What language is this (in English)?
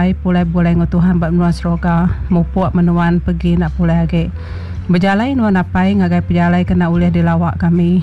Iban